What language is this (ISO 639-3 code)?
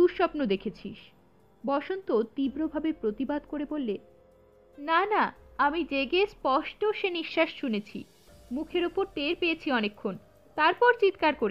ben